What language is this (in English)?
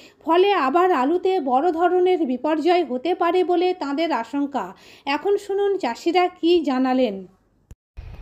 Bangla